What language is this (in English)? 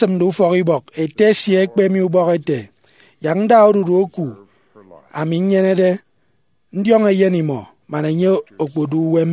Efik